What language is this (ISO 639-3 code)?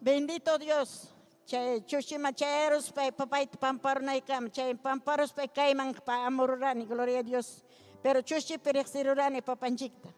quy